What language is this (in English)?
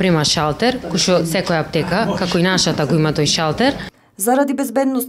Macedonian